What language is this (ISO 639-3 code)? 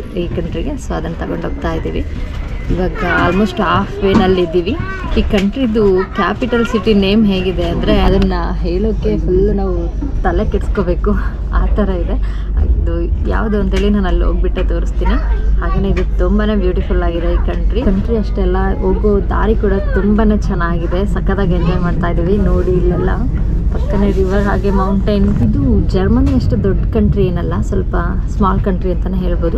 kan